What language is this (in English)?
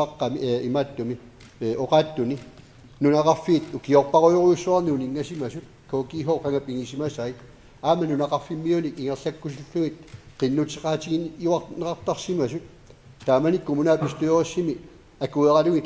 Kalaallisut